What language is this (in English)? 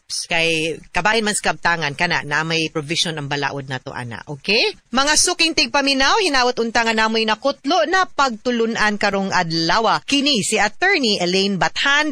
Cebuano